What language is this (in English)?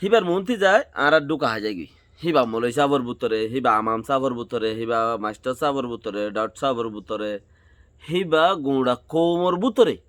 Rohingya